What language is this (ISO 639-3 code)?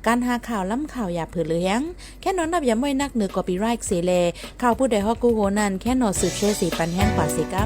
shn